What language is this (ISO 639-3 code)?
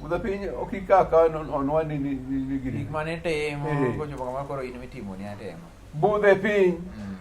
luo